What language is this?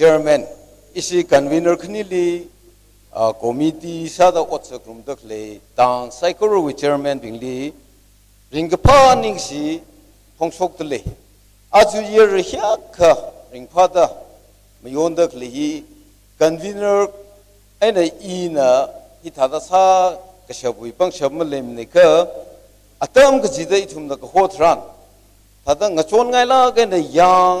Tangkhul Naga (India)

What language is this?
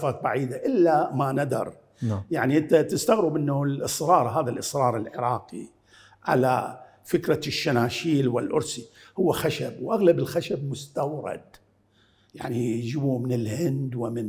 Mesopotamian Arabic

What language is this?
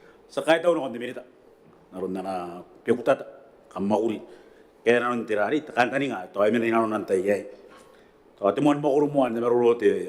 Gilbertese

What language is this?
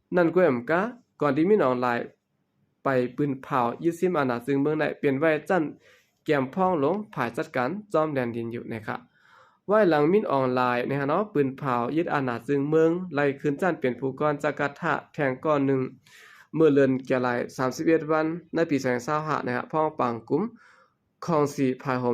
Shan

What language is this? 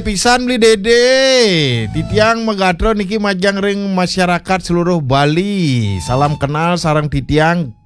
Balinese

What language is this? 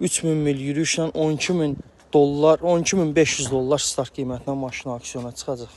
Azerbaijani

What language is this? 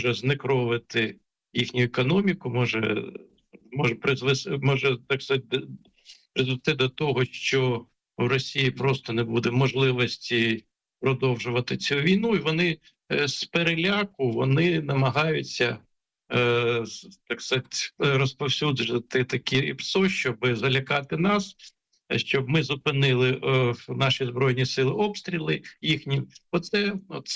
Ukrainian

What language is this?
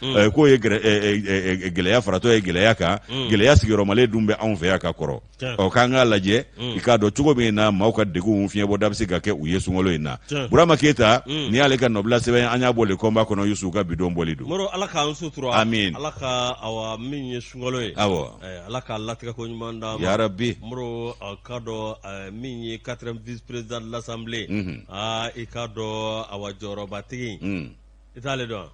Bambara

